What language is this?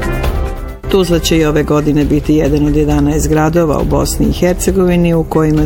Bosnian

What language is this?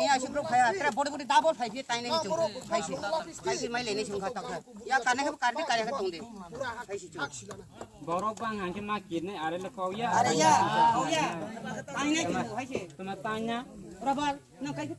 Riang (India)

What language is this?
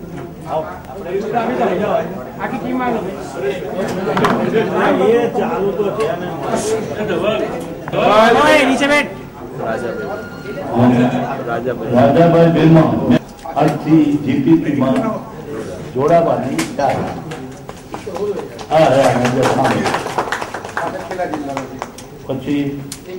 Gujarati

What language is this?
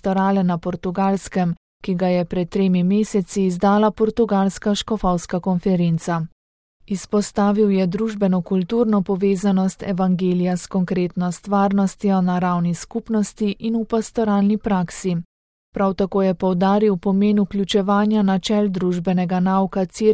Slovenian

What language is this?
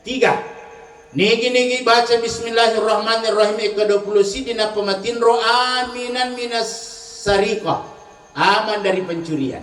Buginese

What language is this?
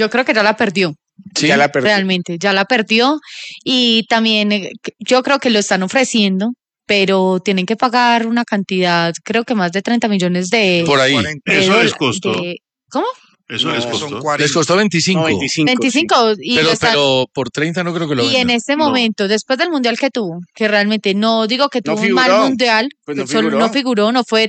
Spanish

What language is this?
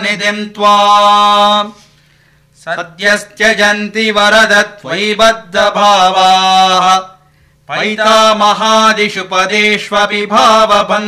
Sanskrit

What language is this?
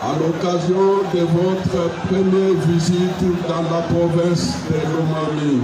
Luba-Lulua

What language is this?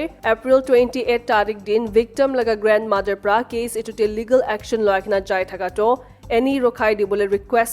Naga Pidgin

